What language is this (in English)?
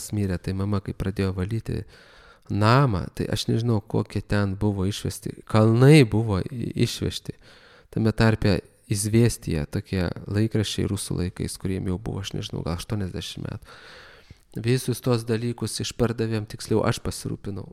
Lithuanian